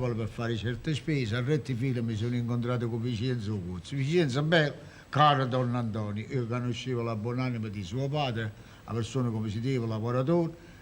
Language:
Neapolitan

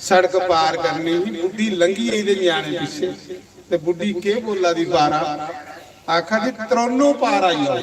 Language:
Dogri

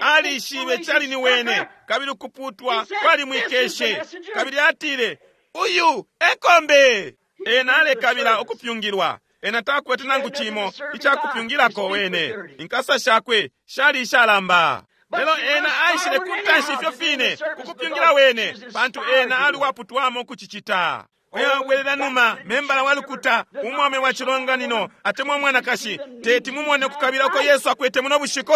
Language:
Bemba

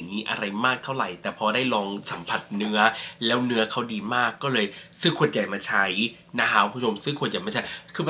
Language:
Thai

